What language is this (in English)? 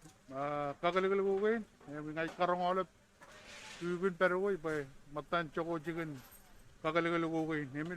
Marshallese